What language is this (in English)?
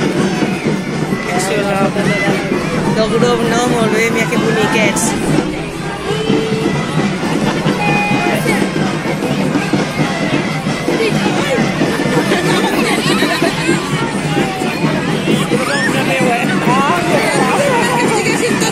Catalan